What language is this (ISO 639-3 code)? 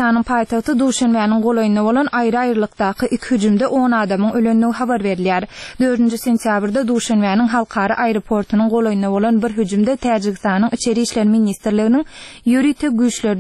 tuk